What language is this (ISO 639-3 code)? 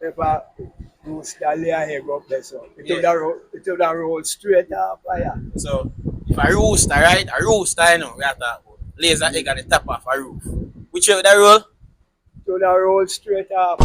jam